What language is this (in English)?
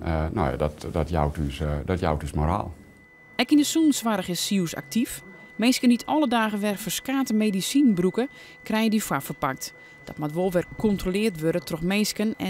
Western Frisian